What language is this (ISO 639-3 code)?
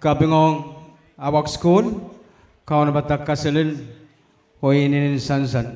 pon